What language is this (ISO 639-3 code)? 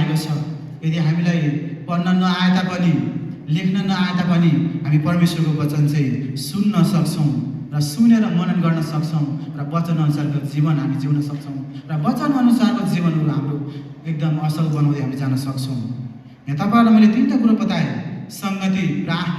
nep